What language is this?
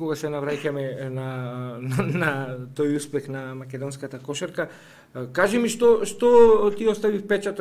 Macedonian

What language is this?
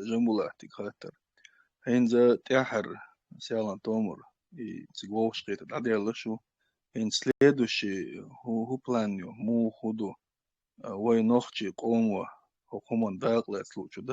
Chechen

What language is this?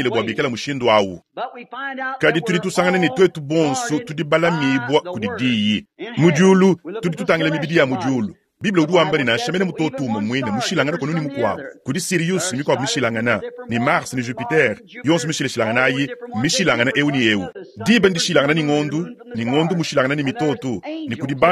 Luba-Lulua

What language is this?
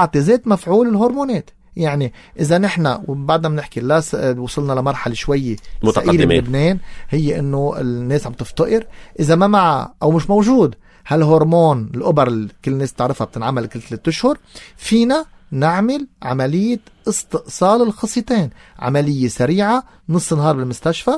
North Levantine Arabic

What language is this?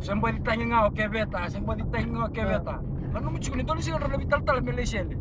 Fijian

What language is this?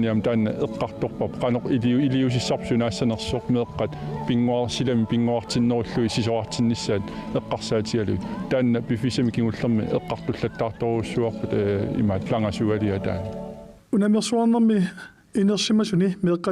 Kalaallisut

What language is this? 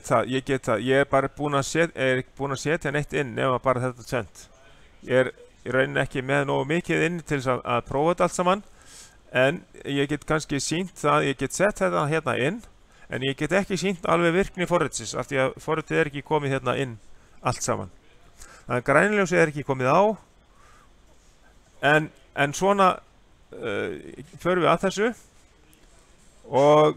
Icelandic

